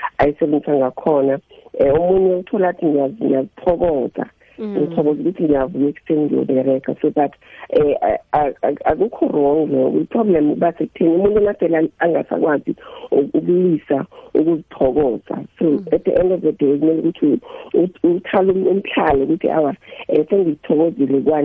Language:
South Ndebele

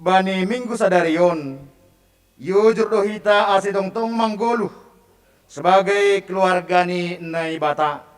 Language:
Batak Simalungun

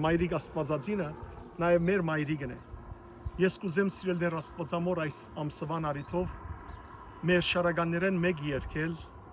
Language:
Western Armenian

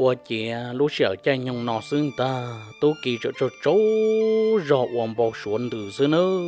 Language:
Hmong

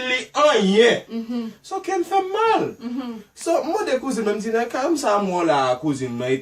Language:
Haitian Creole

